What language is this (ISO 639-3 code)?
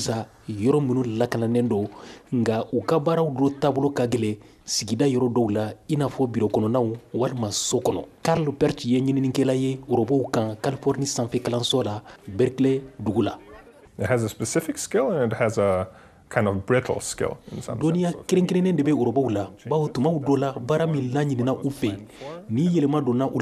bam